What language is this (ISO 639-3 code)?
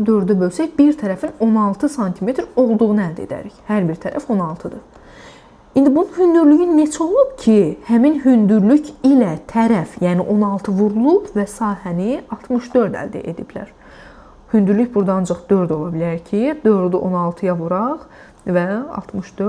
aze